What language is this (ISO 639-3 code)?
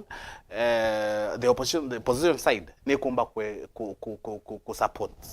mer